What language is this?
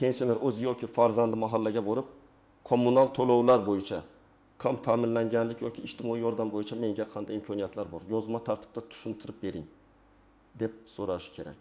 Uzbek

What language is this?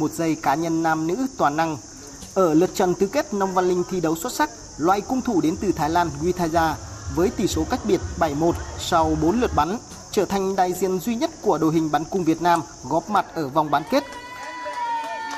Vietnamese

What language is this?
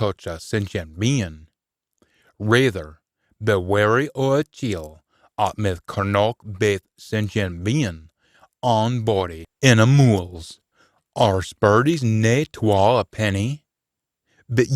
Scots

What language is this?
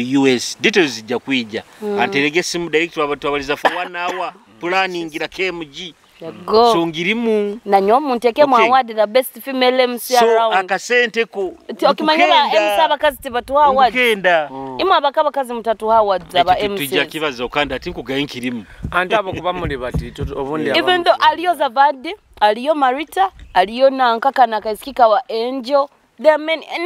Nyoro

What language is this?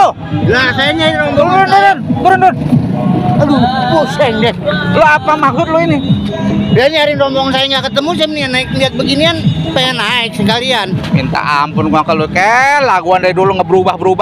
Betawi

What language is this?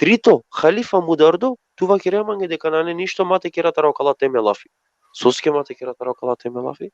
Balkan Romani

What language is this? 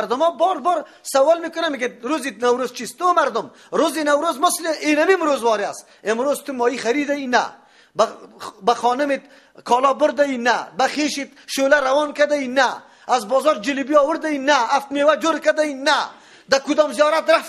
Persian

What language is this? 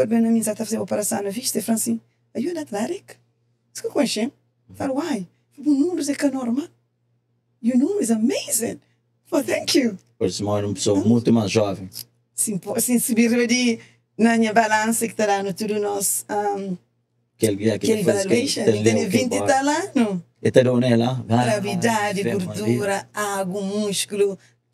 Kabuverdianu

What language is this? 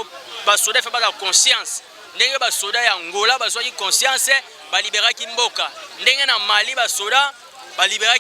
Lingala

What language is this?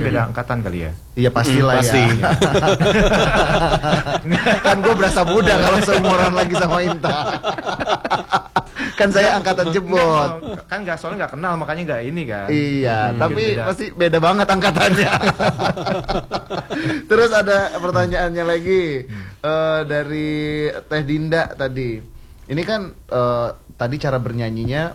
Indonesian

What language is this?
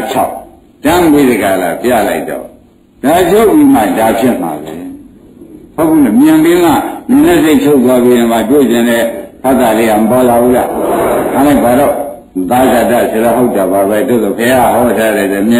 Burmese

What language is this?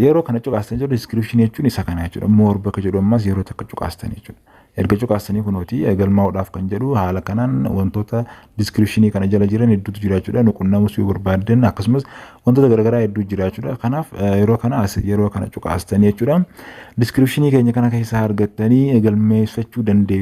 Oromo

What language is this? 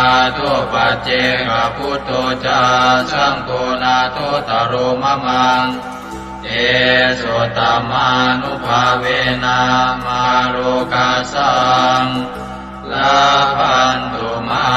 Pali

